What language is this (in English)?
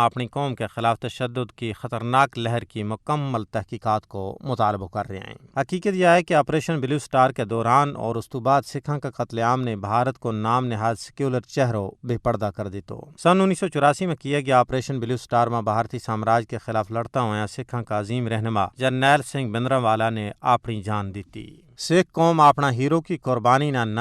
Gujari